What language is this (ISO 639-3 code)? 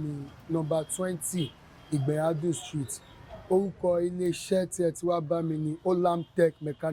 yor